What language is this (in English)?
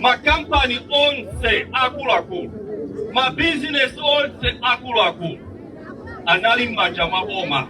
Nyanja